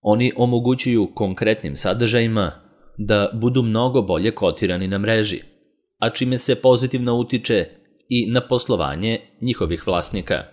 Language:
Serbian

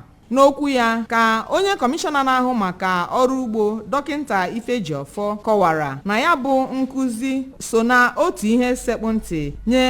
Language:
Igbo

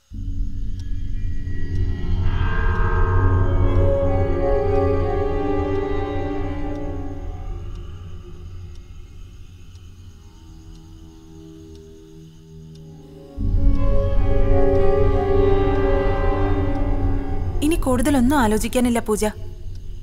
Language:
Malayalam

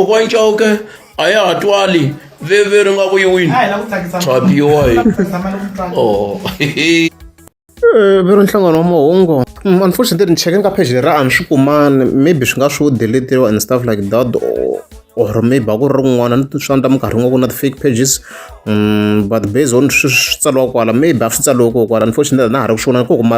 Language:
Tsonga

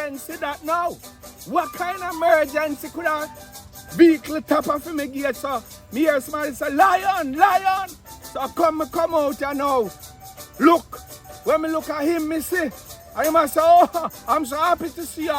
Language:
Jamaican Creole English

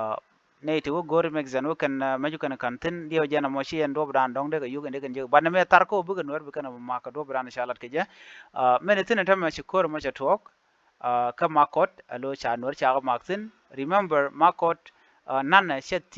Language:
Nuer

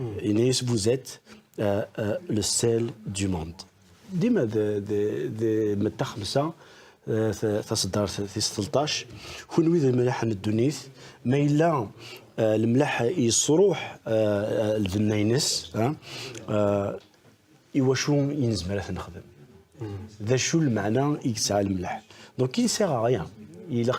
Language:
Kabyle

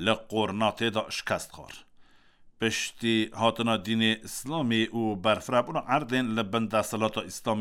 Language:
Kurdish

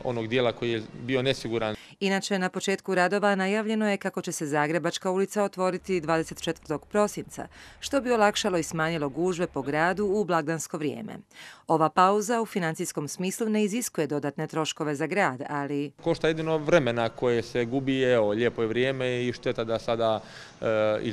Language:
Croatian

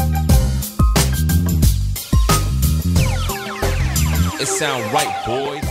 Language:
English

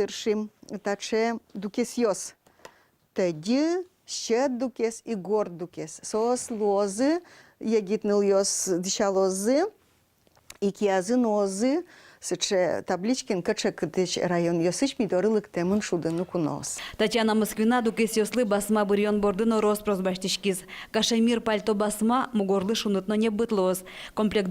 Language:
Udmurt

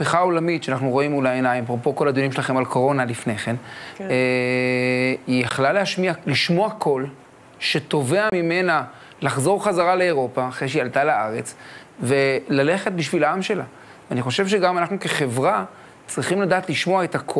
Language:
Hebrew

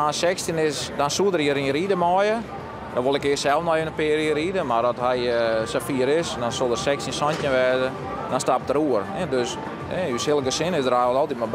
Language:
Western Frisian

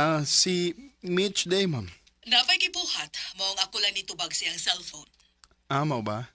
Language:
Cebuano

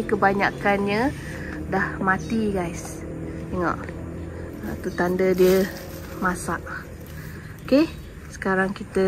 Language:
Malay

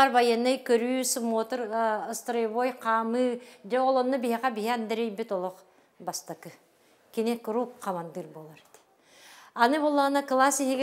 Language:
Yakut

